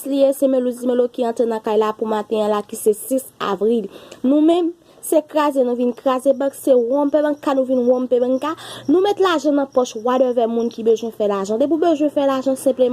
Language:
Haitian Creole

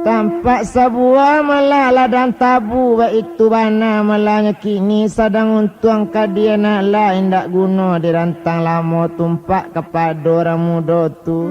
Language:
Minangkabau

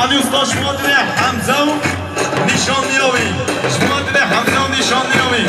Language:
Kurdish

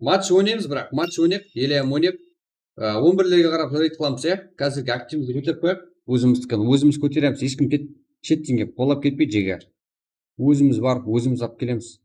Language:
Kara-Kalpak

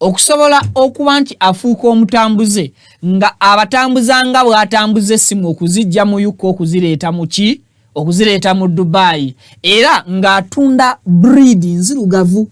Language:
Ganda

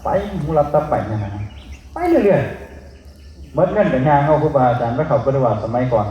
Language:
Northeastern Thai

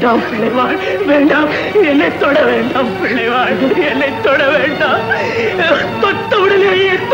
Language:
Tamil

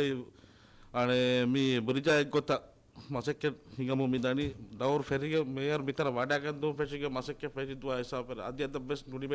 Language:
Divehi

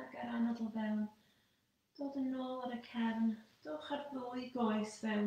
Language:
Welsh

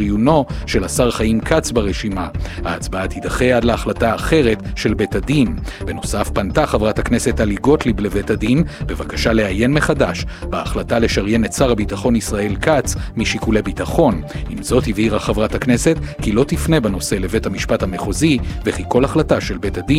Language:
Hebrew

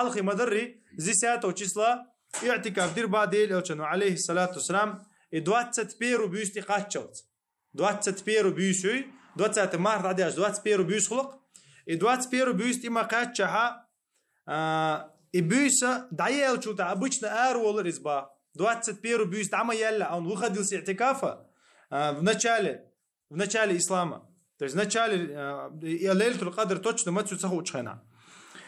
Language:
Chechen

